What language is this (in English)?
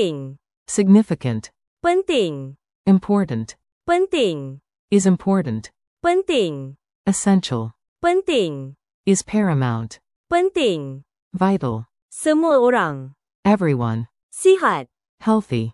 Malay